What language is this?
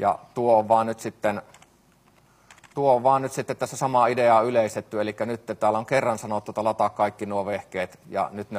Finnish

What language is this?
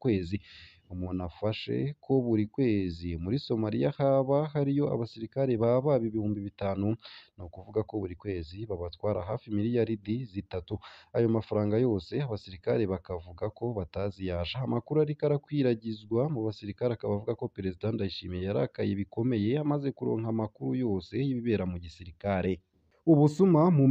Rundi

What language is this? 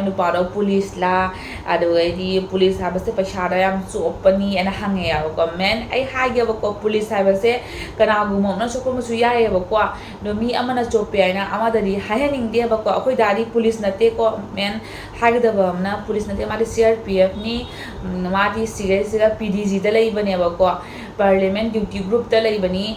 Manipuri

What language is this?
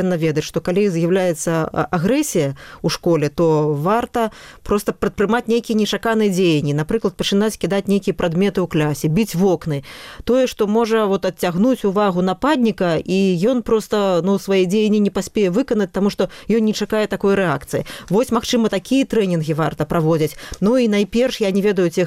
Belarusian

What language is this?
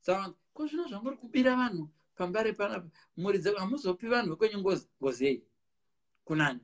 Shona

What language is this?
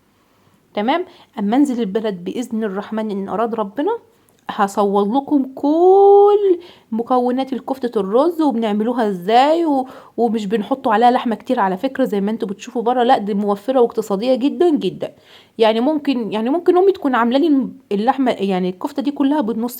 Egyptian Arabic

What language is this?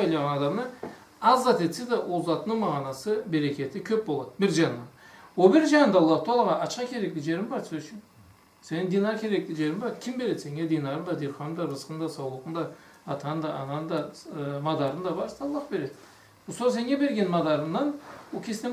Karachay-Balkar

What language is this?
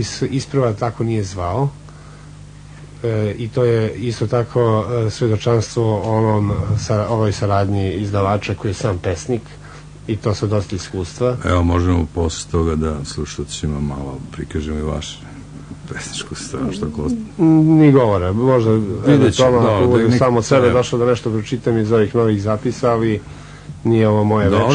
Serbian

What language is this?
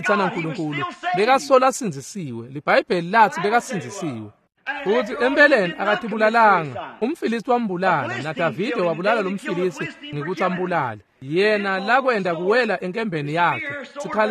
Swati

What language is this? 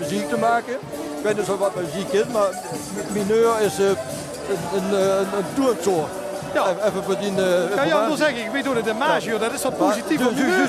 Limburgish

